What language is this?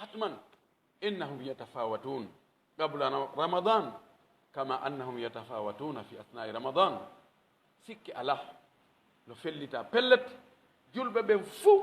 Pular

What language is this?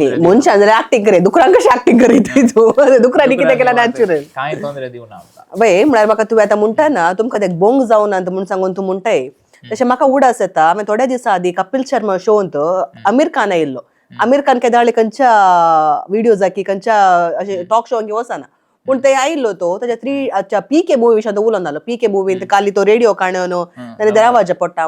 Konkani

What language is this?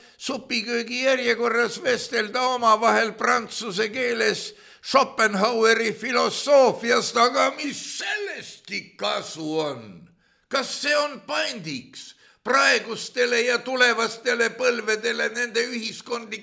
Estonian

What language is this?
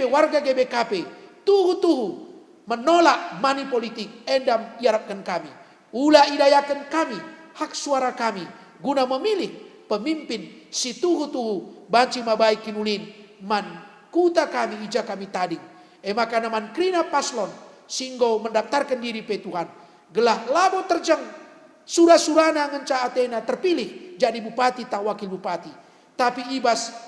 Batak Karo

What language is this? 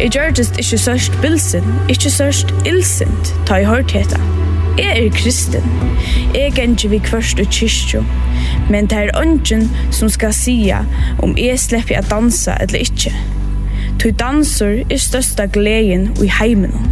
Faroese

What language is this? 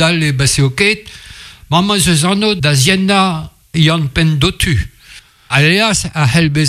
Breton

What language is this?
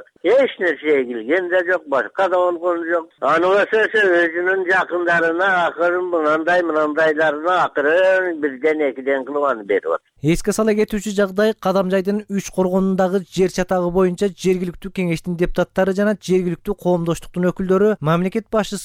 Kyrgyz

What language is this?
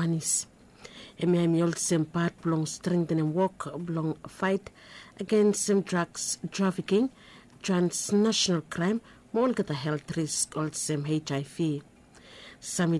Bislama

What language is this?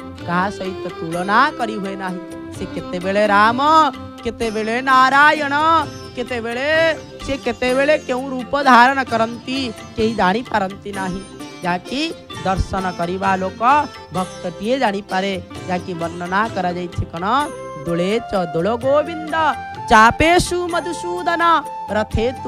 Odia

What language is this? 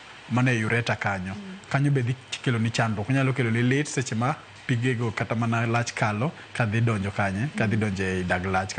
Luo (Kenya and Tanzania)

